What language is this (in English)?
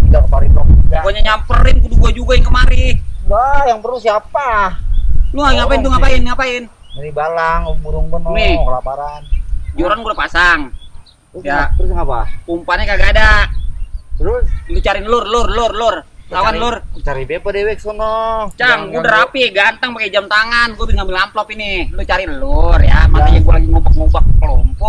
Betawi